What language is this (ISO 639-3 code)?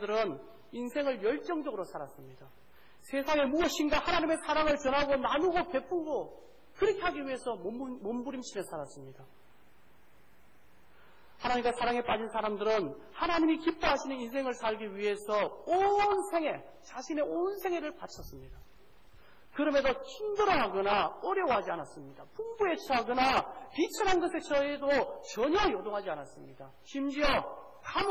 kor